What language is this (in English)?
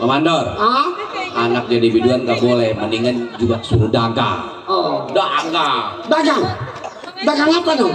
Betawi